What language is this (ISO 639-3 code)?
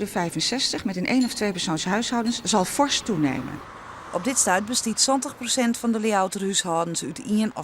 fry